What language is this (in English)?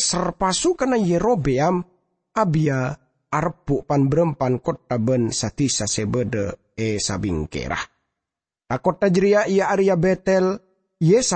Madurese